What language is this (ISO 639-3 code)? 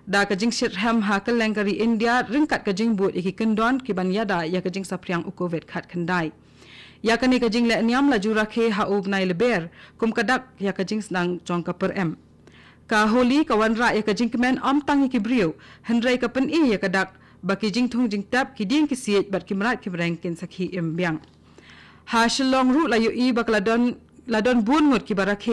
kha